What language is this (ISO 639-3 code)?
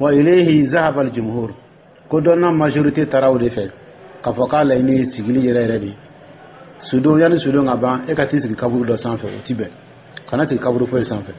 dyu